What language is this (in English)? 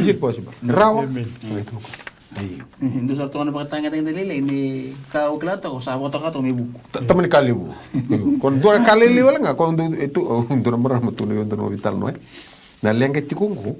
Fijian